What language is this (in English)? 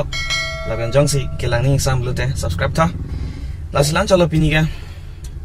Karbi